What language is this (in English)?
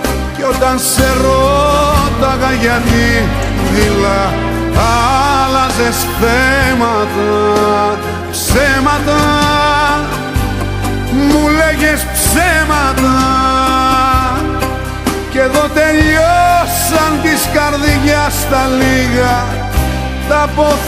Greek